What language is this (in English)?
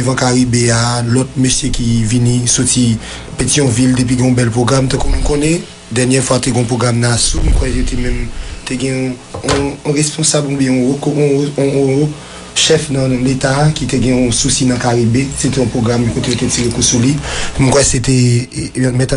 Haitian Creole